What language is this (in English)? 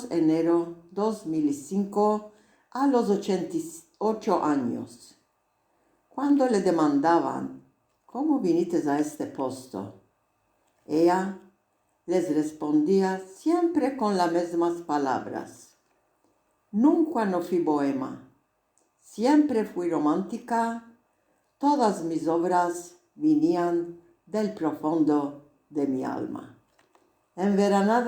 Ladino